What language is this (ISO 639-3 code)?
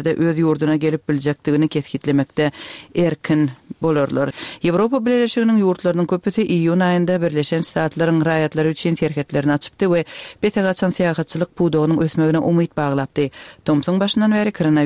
tuk